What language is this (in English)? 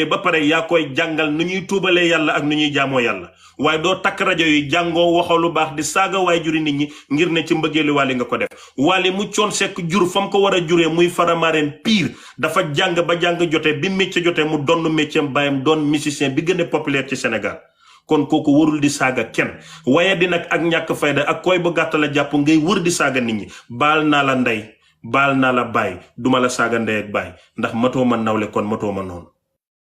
Wolof